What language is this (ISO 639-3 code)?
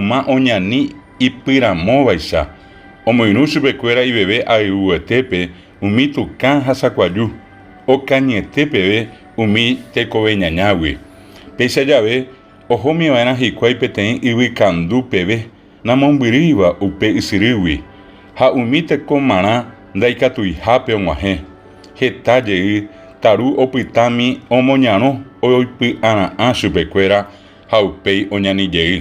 grn